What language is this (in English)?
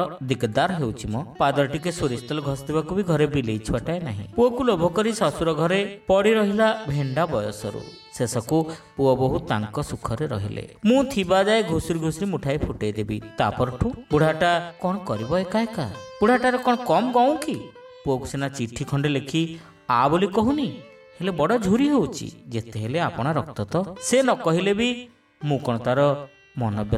Odia